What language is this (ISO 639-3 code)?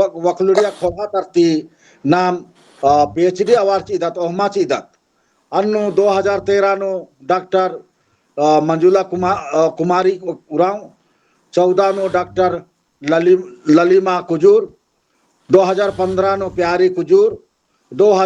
kru